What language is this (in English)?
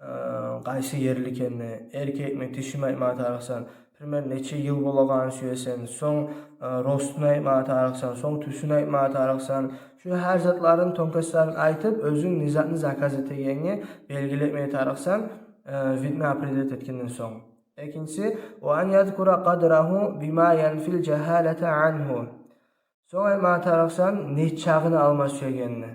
Kumyk